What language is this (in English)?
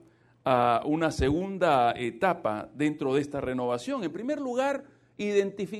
Spanish